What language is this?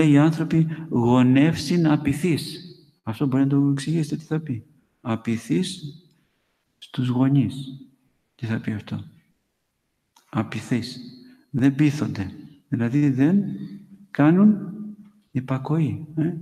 Greek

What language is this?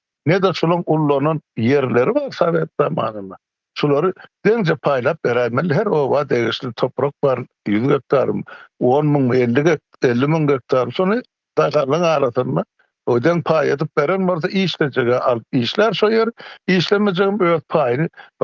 Turkmen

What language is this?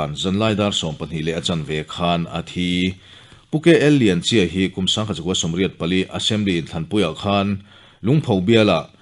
Mizo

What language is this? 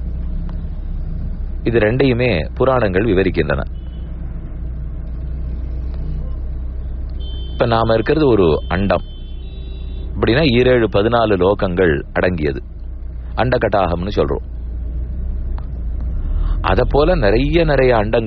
Tamil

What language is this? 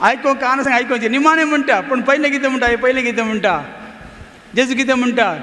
Konkani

